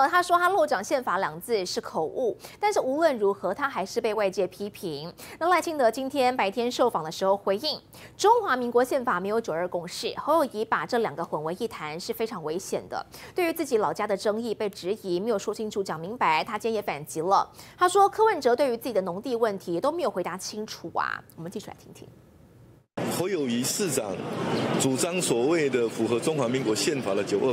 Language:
Chinese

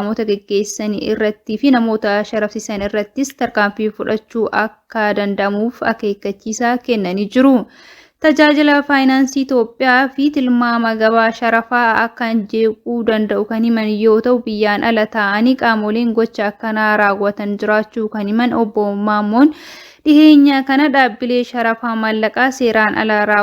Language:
Oromo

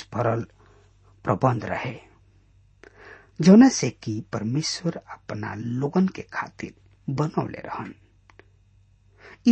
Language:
Bhojpuri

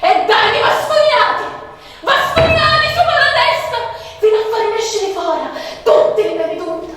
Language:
Sicilian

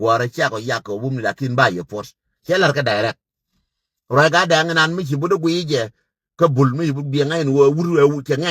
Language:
Nuer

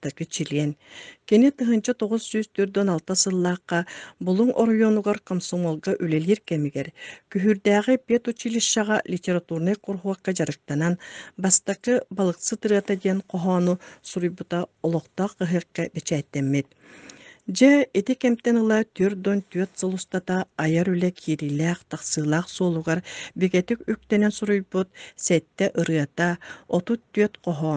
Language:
Yakut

